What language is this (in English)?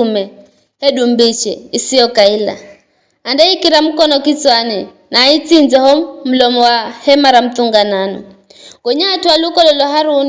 Giryama